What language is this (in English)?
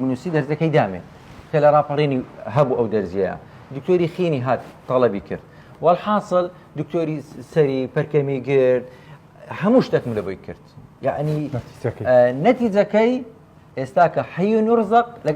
Central Kurdish